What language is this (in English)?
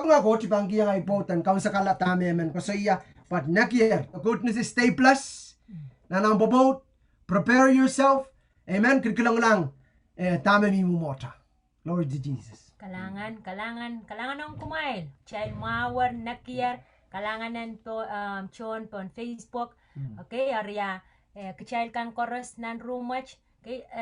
Pohnpeian